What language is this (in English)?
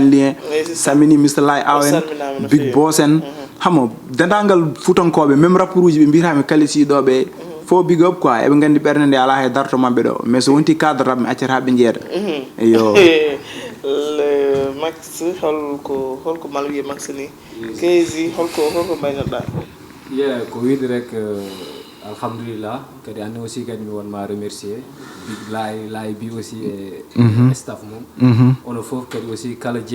Fula